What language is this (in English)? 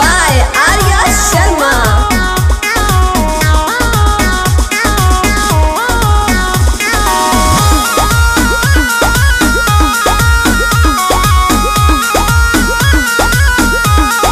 Bhojpuri